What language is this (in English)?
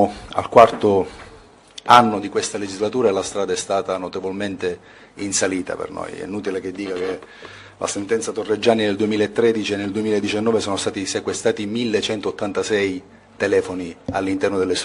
Italian